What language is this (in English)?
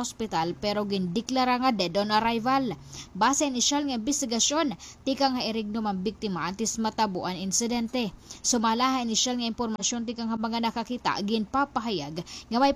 Waray